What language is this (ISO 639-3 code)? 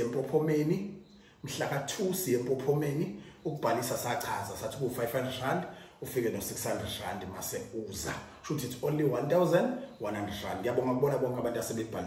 zul